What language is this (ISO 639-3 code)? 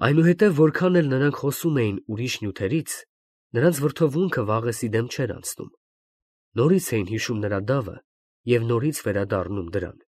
hye